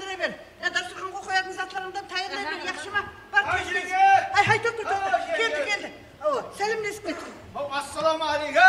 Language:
Kara-Kalpak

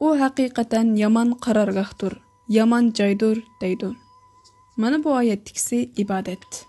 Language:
Uyghur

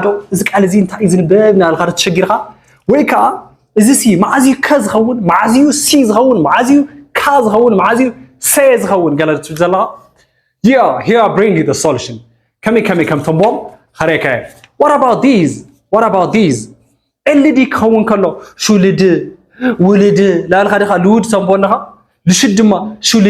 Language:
Tigrinya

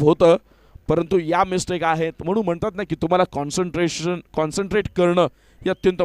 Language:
Marathi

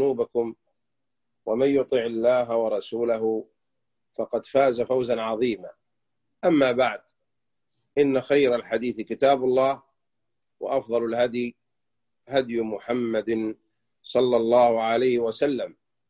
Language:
Arabic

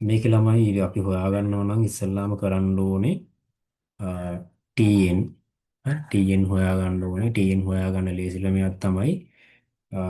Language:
Sinhala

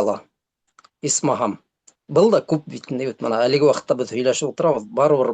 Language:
Bashkir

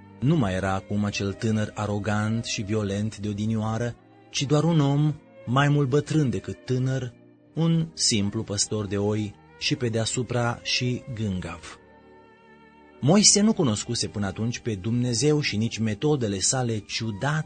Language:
Romanian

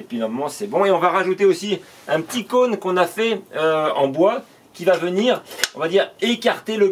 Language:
French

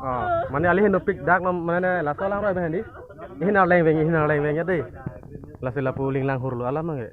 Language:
Karbi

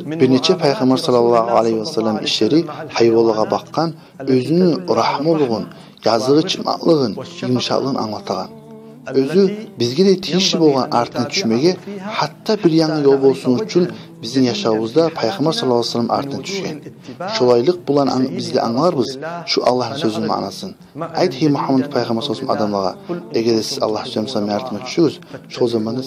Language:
Kumyk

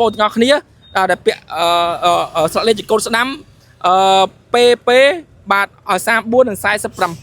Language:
Khmer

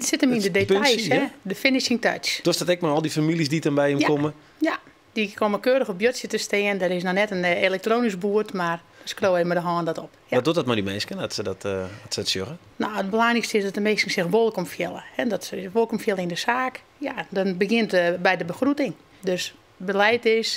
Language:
Western Frisian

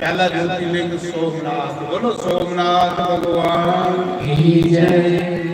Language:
Dogri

